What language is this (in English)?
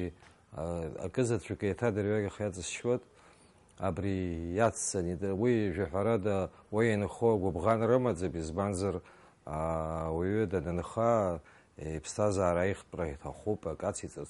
Abkhazian